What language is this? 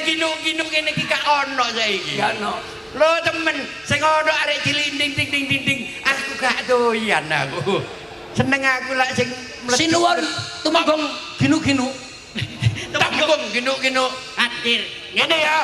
Javanese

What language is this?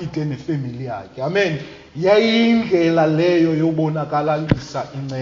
Xhosa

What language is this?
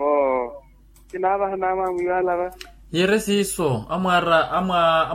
Makhuwa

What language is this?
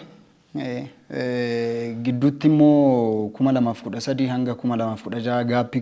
Oromo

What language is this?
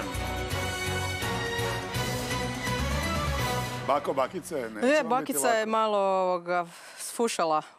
Croatian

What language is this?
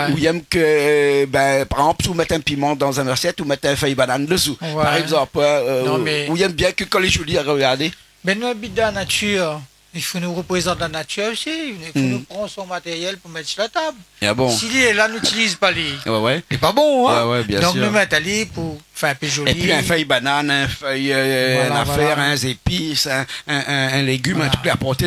Réunion Creole French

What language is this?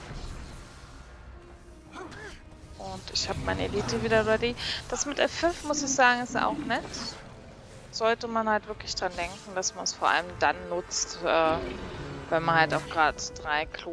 German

